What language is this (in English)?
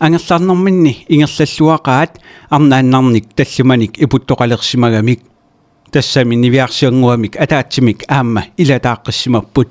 Kalaallisut